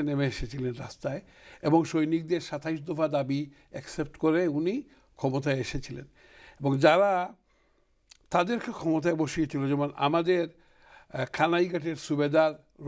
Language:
Bangla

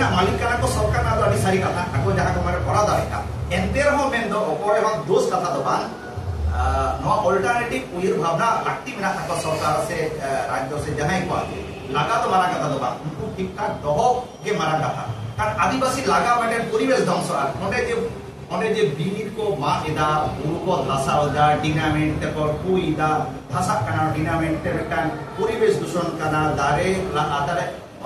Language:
Santali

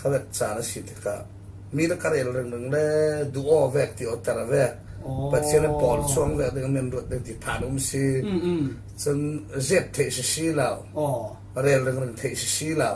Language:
Falam Chin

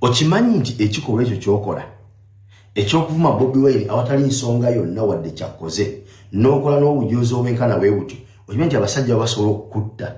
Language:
Ganda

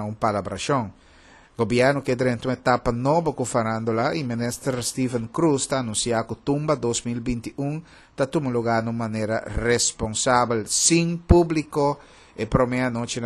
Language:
Papiamento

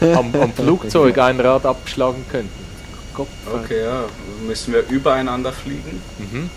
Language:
Swiss German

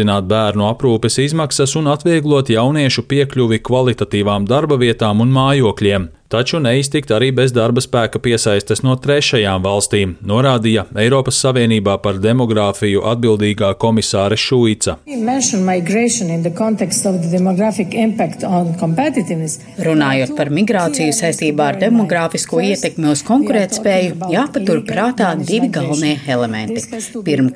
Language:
Latvian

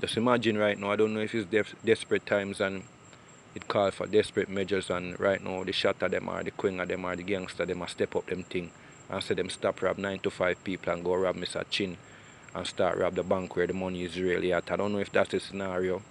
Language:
Jamaican Creole English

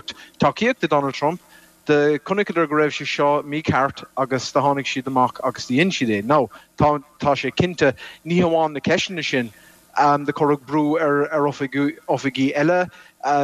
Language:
Irish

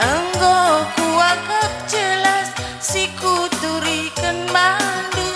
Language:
Batak Karo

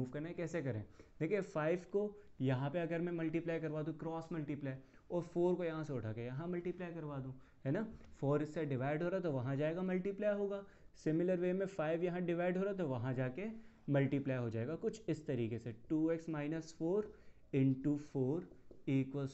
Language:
Hindi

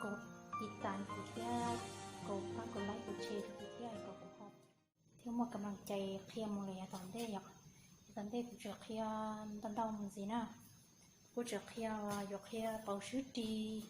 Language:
Hmong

